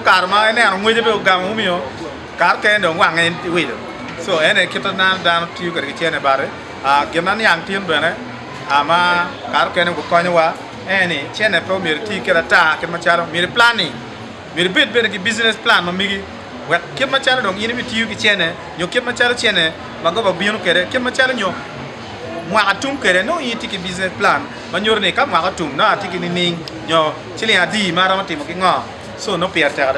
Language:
Acoli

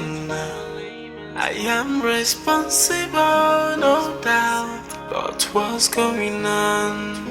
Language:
Nigerian Pidgin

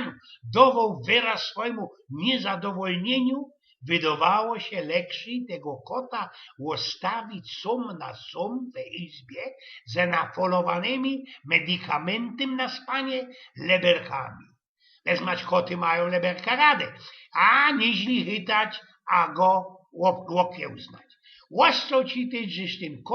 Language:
Silesian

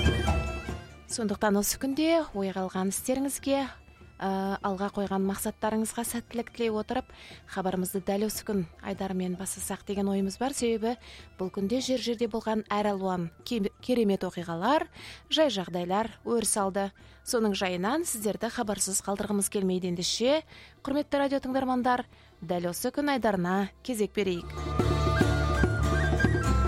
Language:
Kazakh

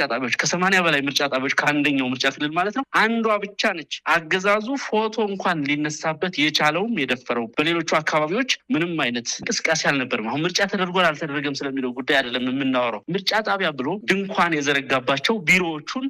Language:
Amharic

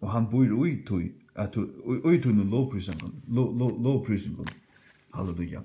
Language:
Faroese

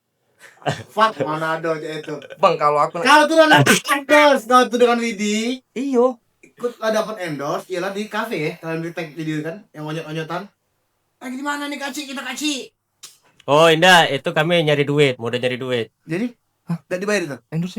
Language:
Musi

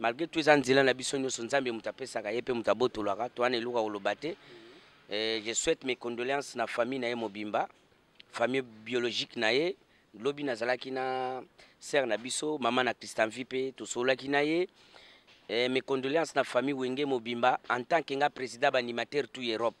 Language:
Lingala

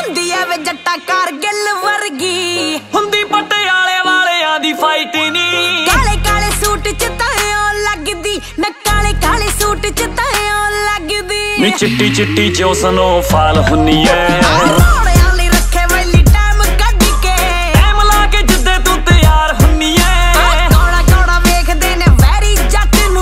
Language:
Punjabi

